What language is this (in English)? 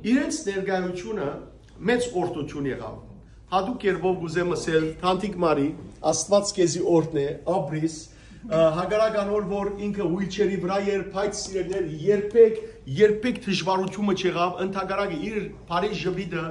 Western Armenian